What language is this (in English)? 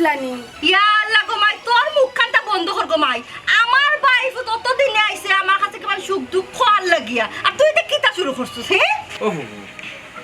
Sylheti